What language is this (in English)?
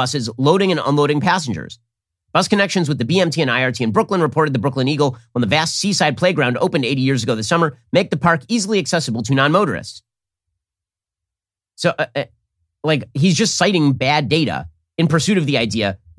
English